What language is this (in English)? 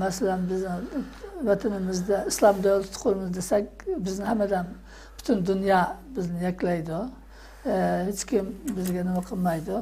Uyghur